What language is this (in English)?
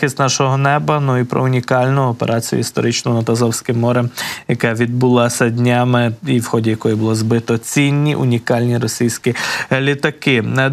Ukrainian